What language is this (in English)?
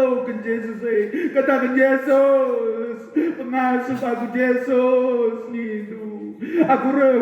Batak Karo